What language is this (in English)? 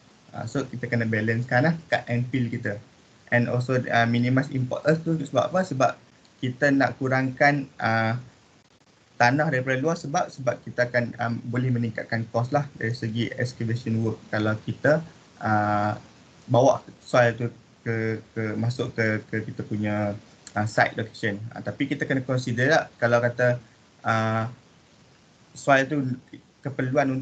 Malay